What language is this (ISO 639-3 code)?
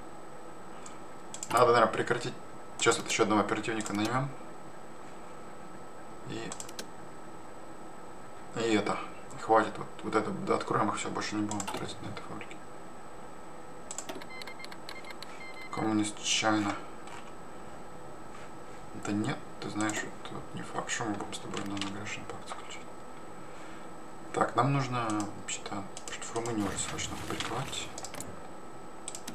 rus